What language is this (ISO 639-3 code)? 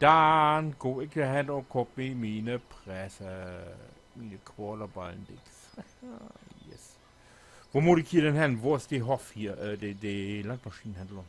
nds